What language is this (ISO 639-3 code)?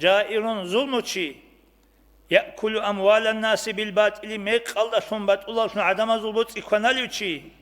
ava